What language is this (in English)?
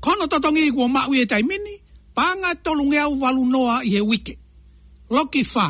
Tongan